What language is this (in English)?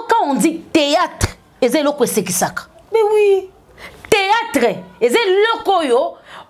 Lingala